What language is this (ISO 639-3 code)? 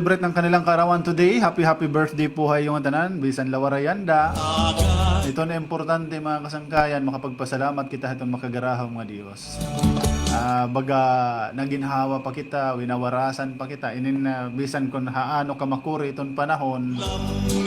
war